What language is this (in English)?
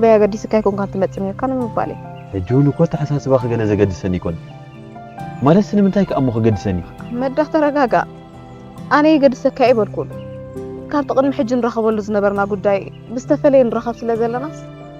Tigrinya